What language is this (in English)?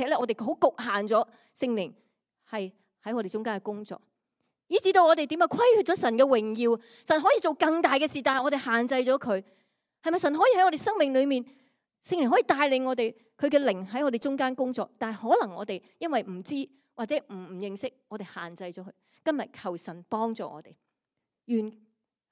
Cantonese